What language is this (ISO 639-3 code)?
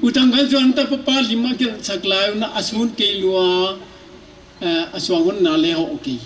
pck